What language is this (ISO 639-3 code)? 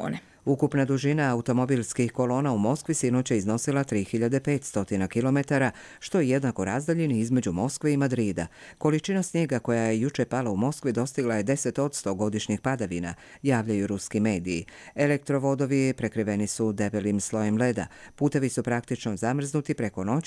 hrv